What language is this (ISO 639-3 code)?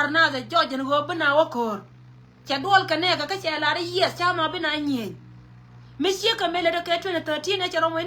nus